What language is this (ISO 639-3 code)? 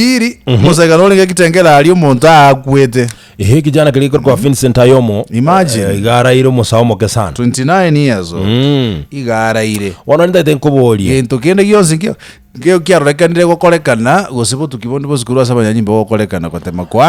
guz